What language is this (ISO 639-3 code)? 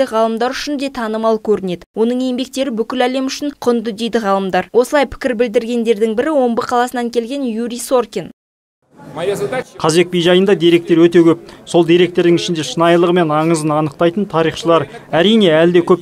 kaz